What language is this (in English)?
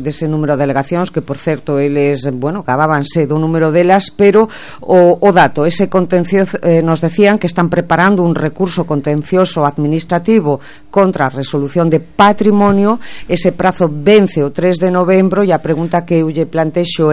Galician